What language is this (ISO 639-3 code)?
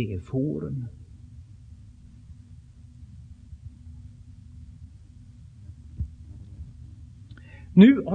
swe